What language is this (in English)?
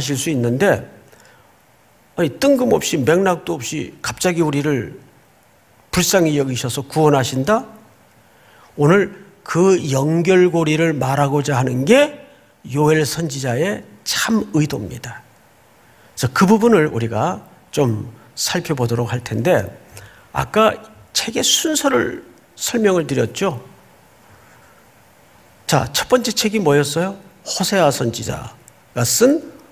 Korean